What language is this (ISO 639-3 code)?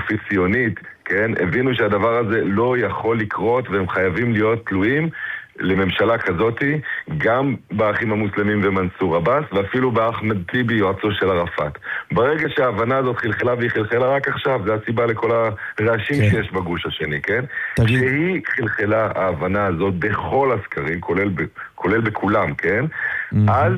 heb